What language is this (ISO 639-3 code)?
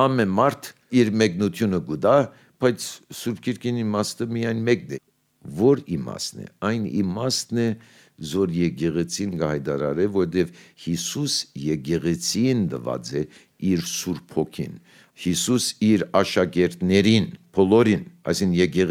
hye